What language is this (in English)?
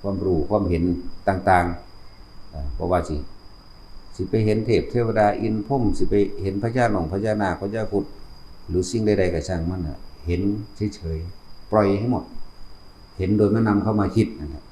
Northeastern Thai